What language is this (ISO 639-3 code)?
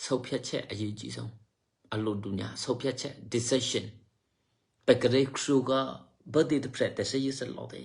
eky